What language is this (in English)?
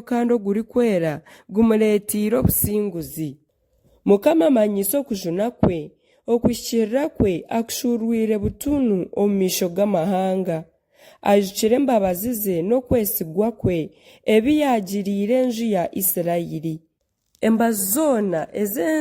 Nyankole